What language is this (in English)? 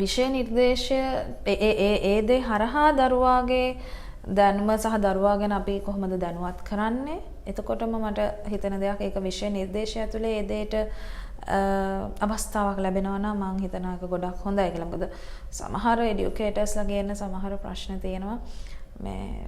Sinhala